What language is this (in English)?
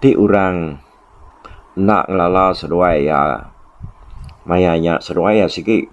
Iban